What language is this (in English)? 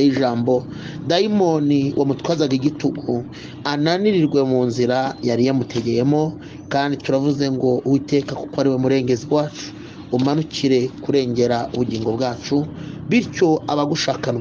Kinyarwanda